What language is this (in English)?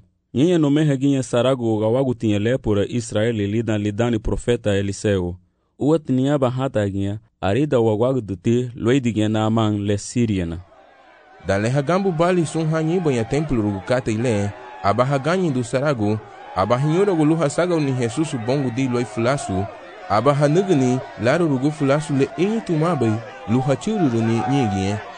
Garifuna